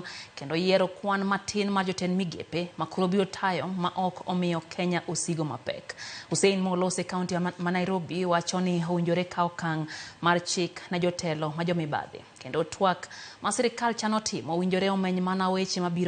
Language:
Luo (Kenya and Tanzania)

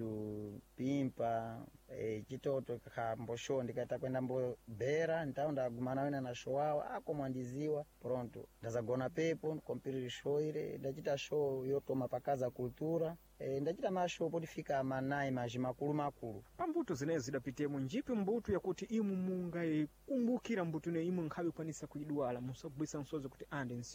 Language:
Sena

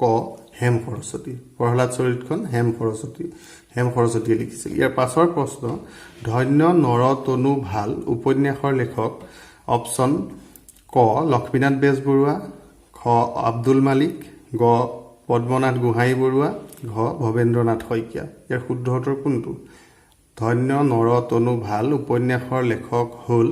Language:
Assamese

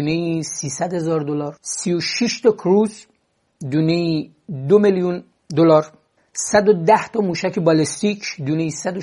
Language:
Persian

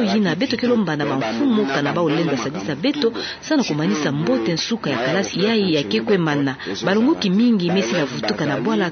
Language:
Kituba (Democratic Republic of Congo)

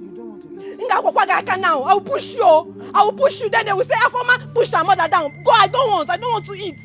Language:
Nigerian Pidgin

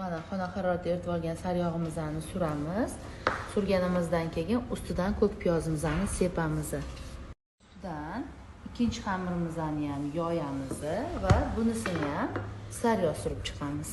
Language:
Uzbek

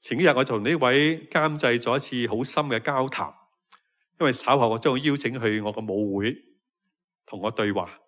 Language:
Cantonese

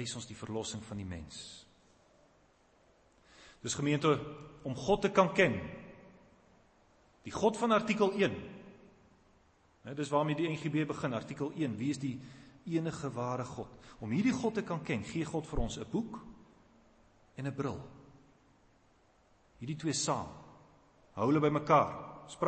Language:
Afrikaans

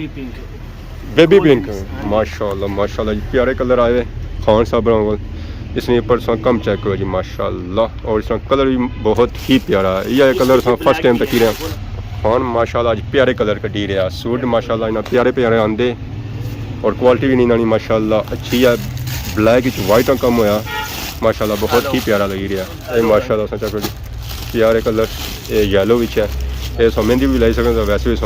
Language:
Pahari-Potwari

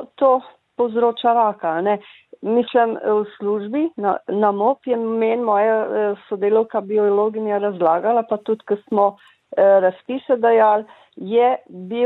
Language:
Slovenian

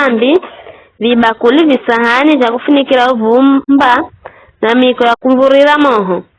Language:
Giryama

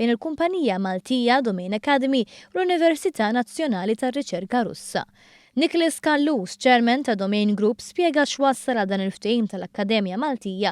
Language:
Maltese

